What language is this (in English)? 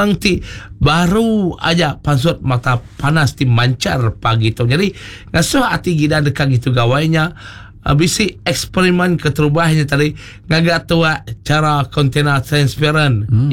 Iban